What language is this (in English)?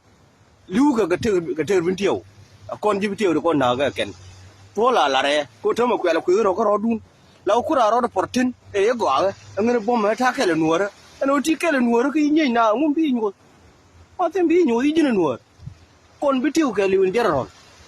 Nuer